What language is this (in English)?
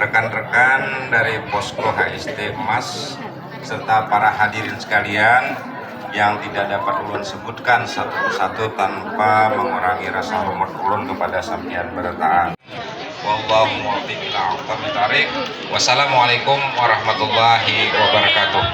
Banjar